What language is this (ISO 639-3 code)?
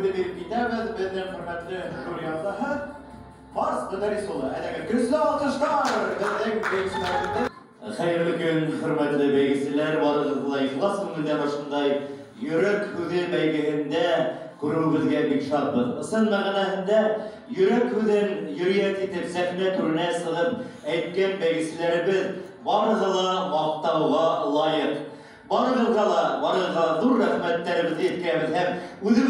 bak